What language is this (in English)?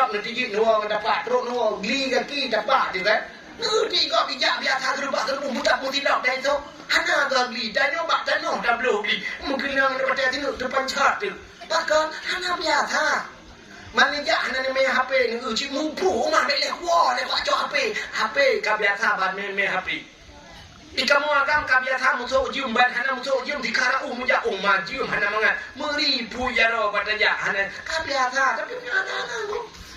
Achinese